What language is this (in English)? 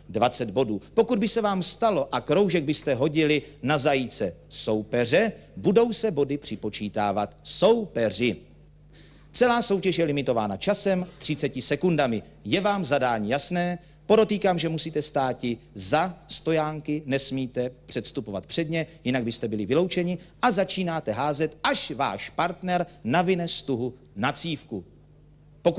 Czech